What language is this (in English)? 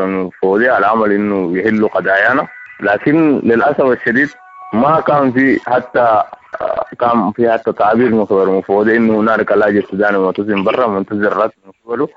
Sudanese Arabic